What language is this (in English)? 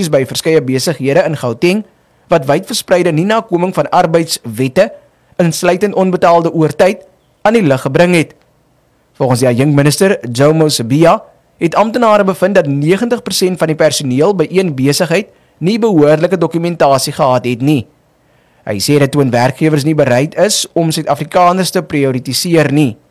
Afrikaans